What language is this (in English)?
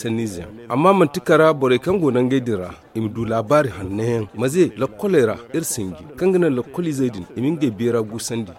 Zarma